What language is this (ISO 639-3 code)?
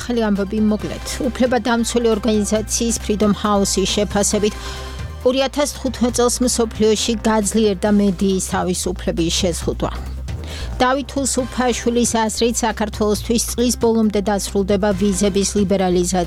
kat